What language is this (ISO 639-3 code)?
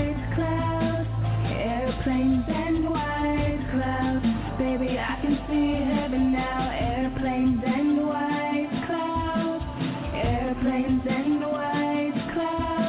eng